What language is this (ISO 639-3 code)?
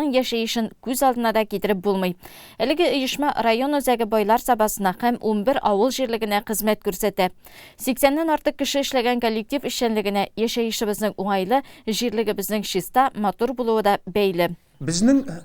tat